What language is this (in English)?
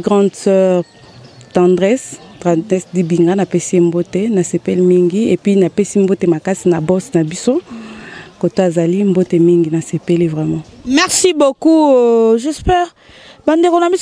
Lingala